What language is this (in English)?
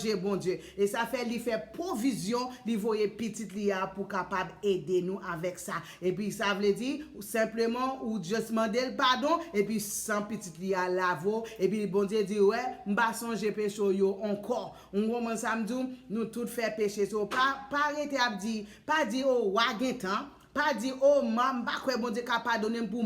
Haitian Creole